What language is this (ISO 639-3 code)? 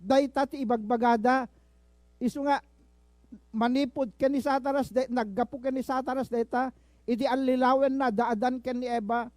ilo